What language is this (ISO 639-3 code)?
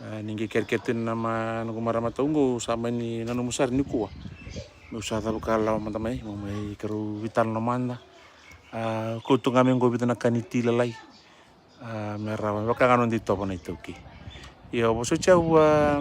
fij